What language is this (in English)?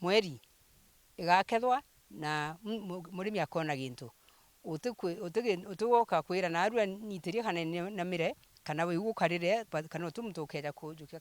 Meru